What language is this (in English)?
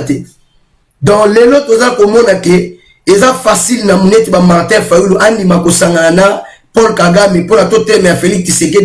Lingala